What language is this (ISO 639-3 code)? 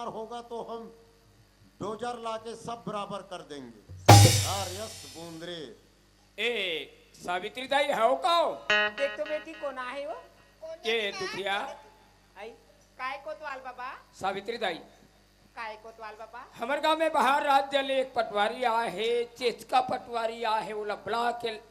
hne